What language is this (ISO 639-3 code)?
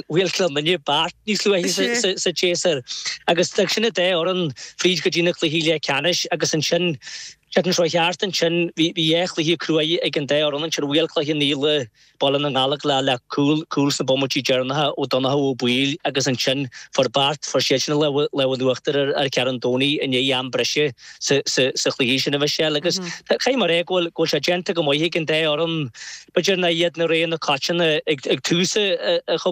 gle